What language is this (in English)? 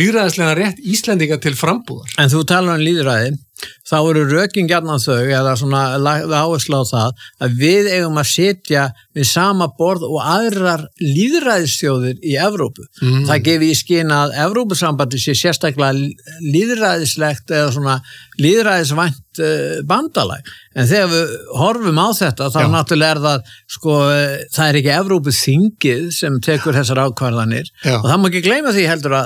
Icelandic